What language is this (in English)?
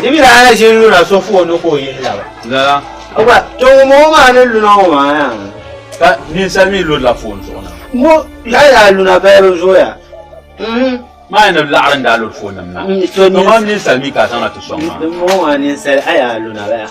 Dagbani